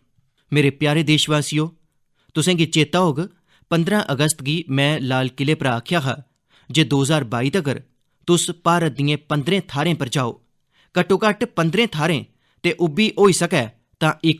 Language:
Dogri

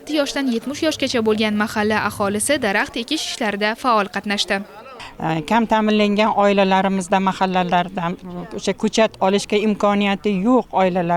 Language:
Uzbek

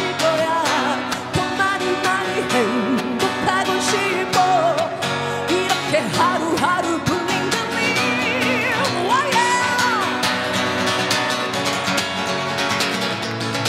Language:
Korean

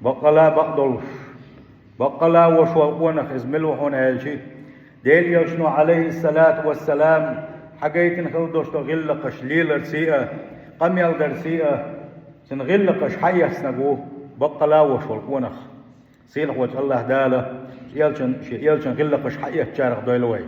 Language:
Chechen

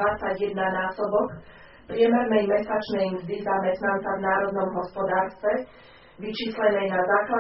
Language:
Slovak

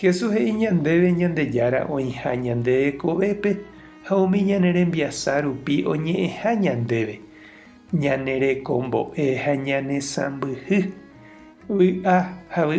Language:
Guarani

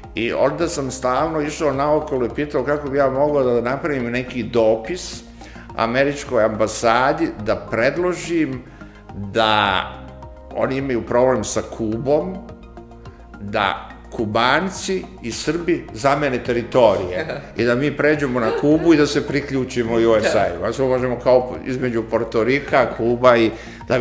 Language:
Serbian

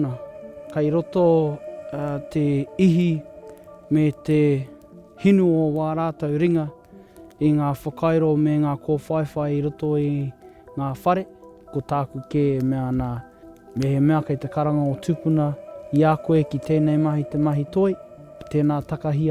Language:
Māori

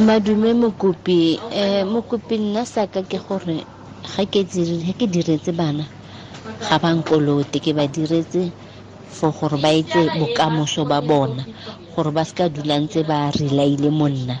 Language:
Tswana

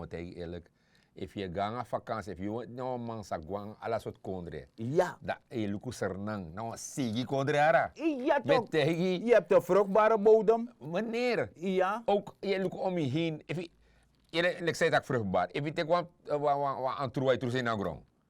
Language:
Sranan Tongo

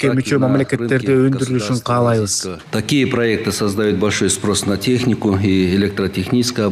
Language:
Kyrgyz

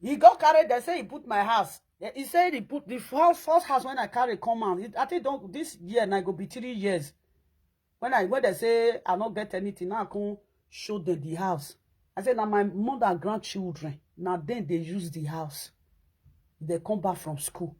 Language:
Nigerian Pidgin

